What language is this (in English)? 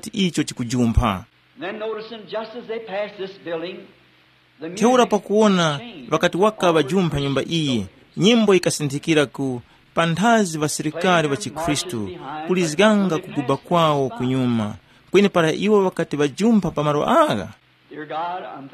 Tumbuka